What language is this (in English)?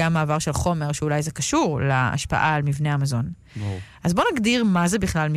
Hebrew